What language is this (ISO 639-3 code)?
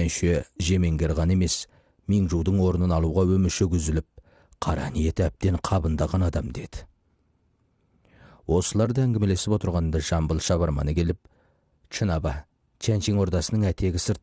kaz